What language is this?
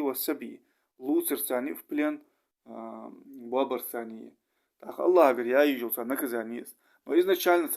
Ingush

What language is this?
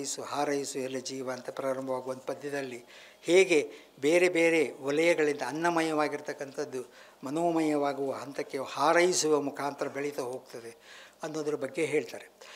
Kannada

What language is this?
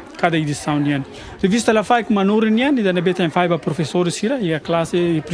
Tetum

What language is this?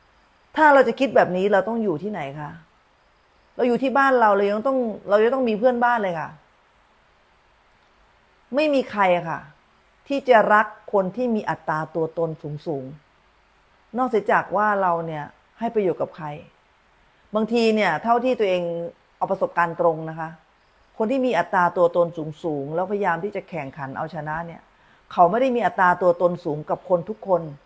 Thai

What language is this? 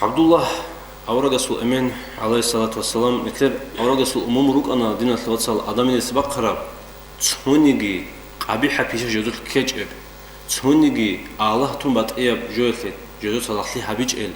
Avaric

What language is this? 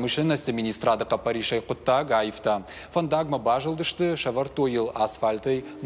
Ossetic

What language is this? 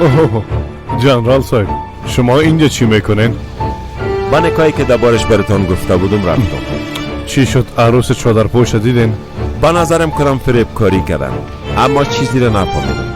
Persian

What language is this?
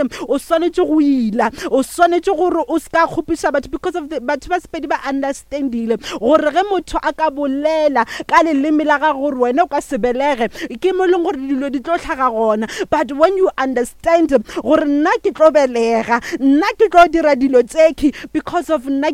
Northern Sotho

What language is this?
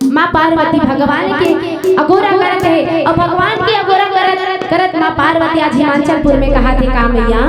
Chhattisgarhi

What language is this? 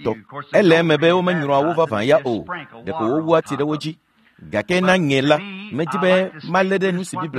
Ewe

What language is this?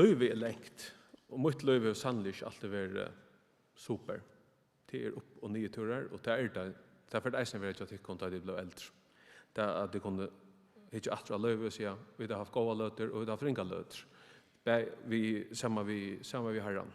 Faroese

